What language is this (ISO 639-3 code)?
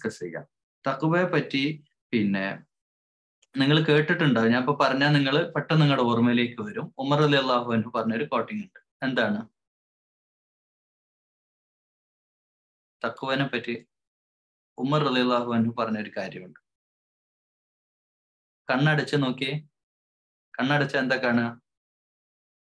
mal